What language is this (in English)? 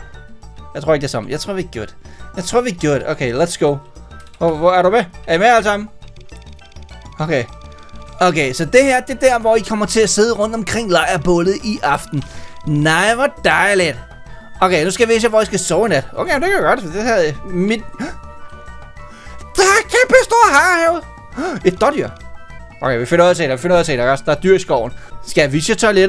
Danish